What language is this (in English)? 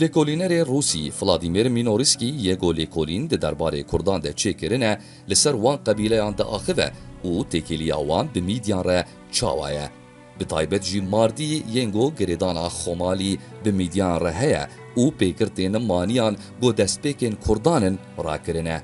Kurdish